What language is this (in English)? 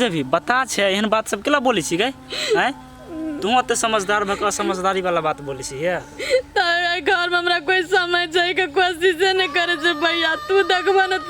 Maithili